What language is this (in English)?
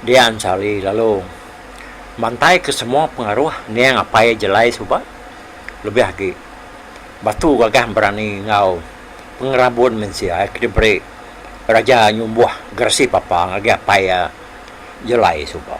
Iban